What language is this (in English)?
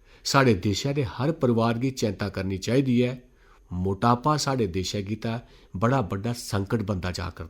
Dogri